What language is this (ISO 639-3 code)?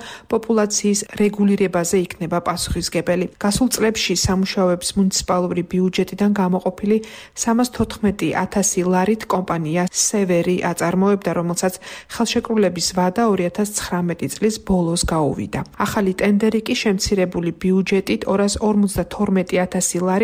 kat